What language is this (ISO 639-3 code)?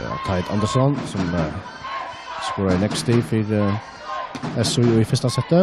fao